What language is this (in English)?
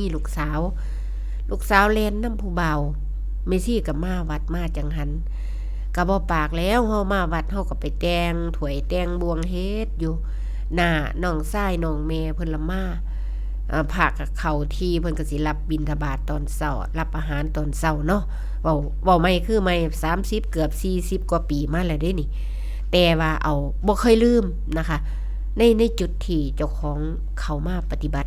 Northeastern Thai